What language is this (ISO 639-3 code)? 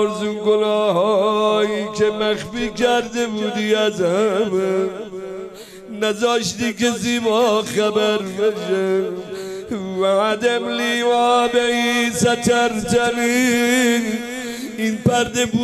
fas